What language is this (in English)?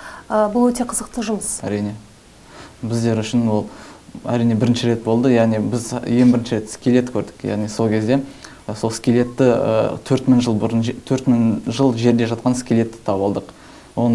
Kazakh